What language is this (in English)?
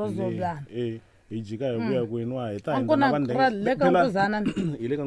Tsonga